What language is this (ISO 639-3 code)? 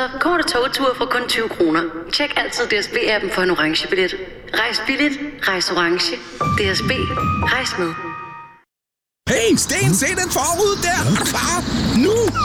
dan